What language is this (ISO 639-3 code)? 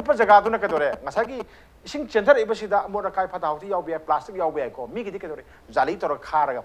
mni